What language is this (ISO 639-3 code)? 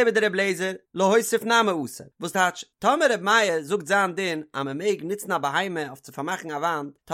yid